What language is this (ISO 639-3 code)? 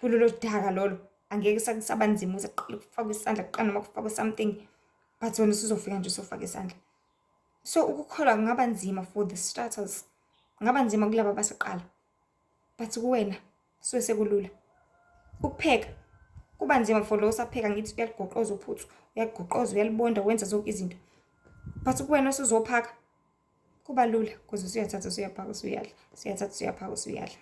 zul